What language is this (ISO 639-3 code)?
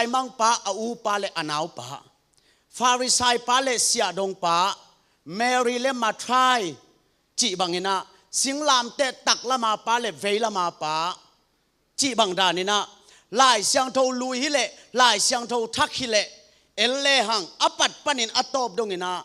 ctd